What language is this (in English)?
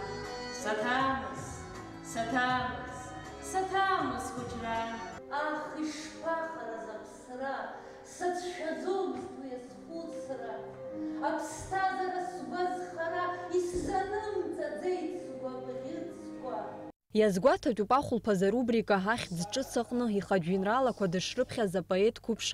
Abkhazian